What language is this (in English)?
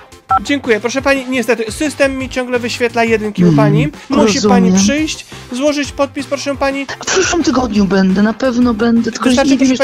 Polish